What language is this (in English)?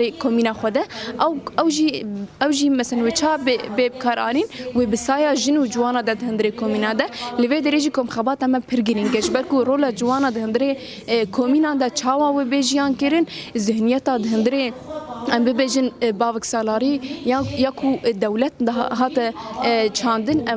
Kurdish